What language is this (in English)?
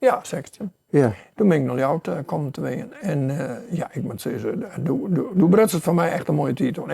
Western Frisian